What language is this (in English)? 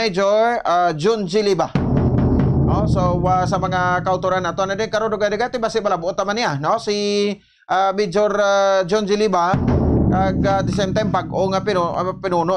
Hiligaynon